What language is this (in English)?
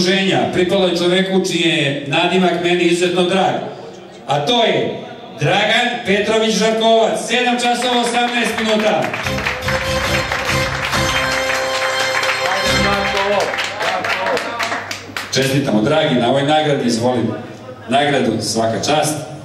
Serbian